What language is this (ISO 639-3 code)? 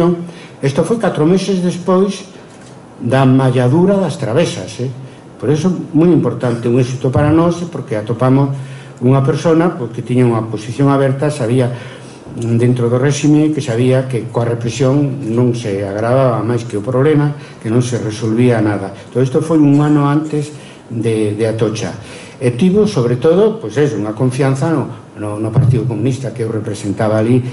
glg